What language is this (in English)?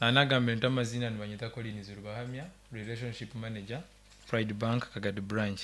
Nyankole